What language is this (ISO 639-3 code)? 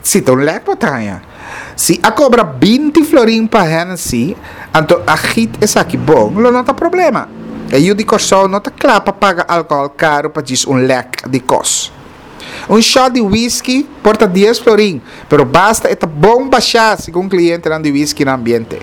pap